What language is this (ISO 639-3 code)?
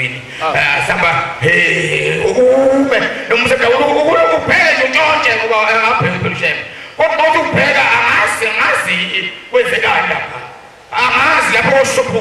zul